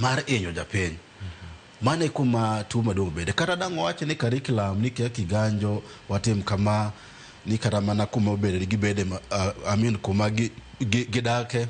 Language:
Luo (Kenya and Tanzania)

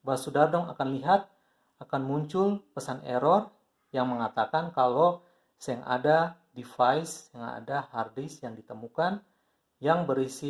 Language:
Ambonese Malay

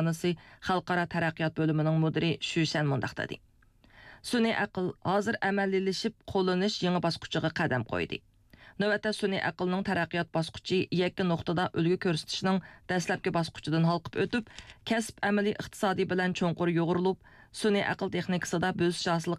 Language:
Uyghur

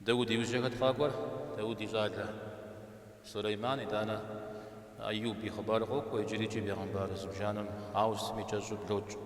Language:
Kabardian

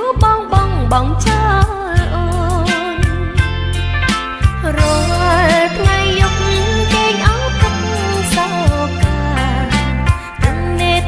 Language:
Khmer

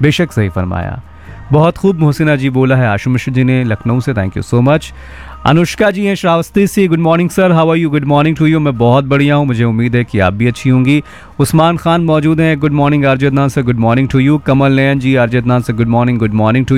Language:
Hindi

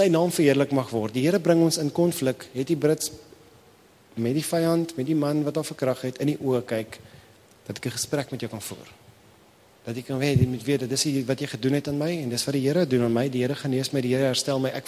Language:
Afrikaans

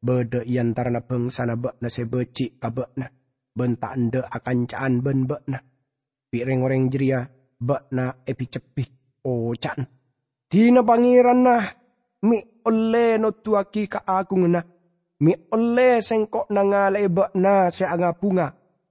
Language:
Madurese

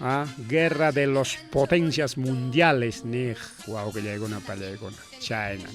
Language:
Ayacucho Quechua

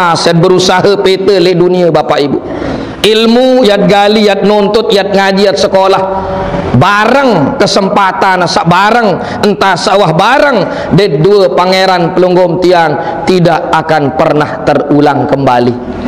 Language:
Sasak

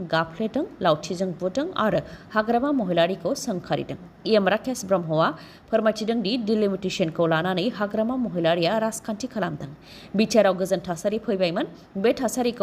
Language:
Bodo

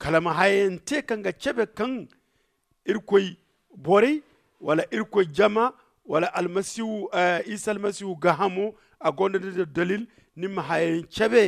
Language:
Zarma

